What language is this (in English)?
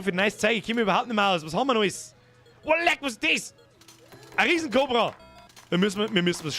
Bavarian